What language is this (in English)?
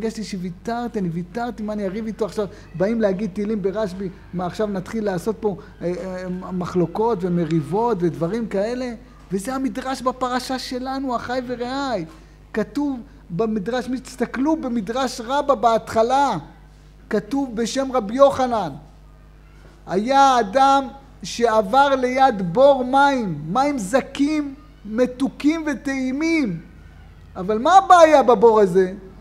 Hebrew